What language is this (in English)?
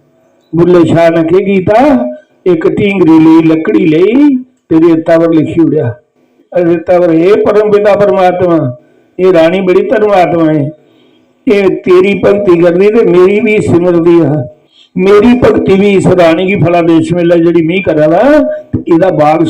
Dogri